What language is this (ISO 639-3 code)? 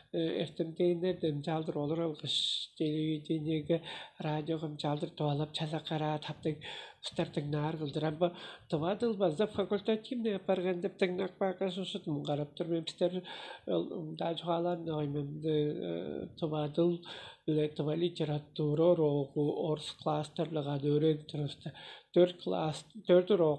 tyv